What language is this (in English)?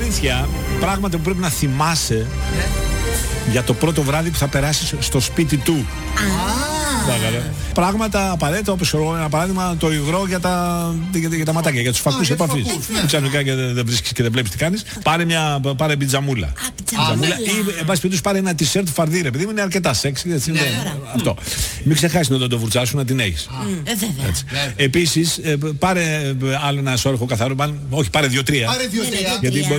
Greek